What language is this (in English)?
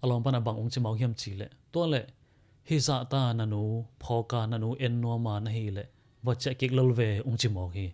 Tedim Chin